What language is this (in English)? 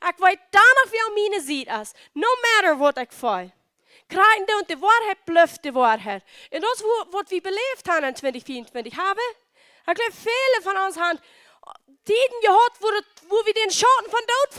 Plautdietsch